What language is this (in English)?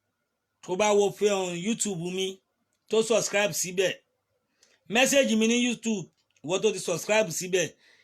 Yoruba